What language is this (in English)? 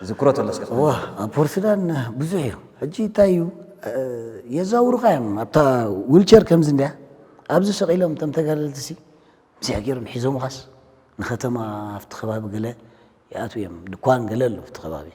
Tigrinya